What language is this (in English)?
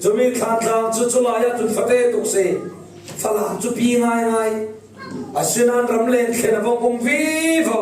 Falam Chin